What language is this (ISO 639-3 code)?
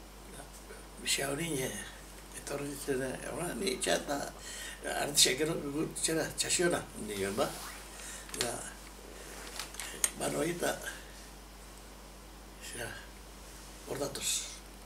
eus